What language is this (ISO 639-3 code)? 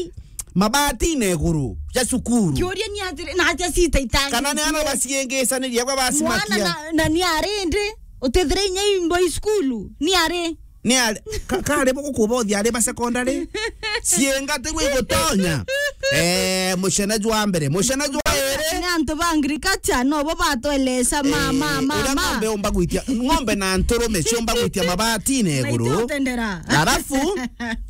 mer